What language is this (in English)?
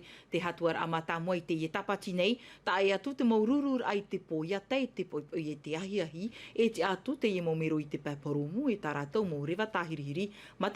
Tahitian